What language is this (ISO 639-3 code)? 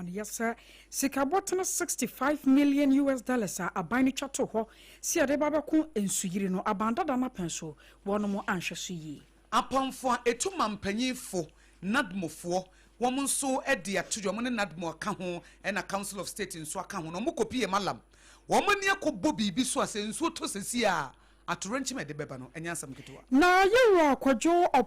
aka